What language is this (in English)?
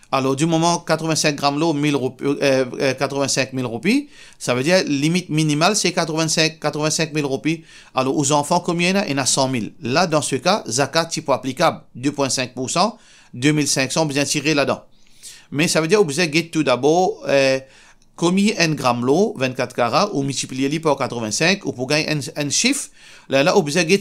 Morisyen